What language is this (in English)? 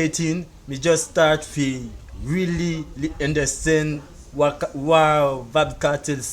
Jamaican Creole English